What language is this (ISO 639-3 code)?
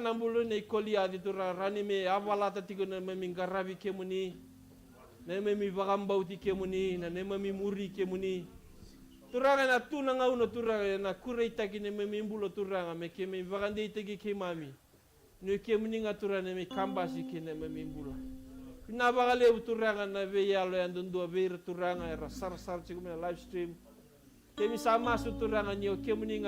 fij